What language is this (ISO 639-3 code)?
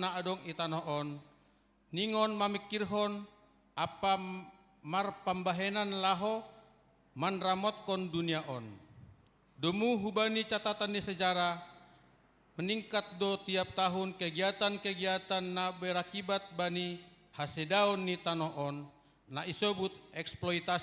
bts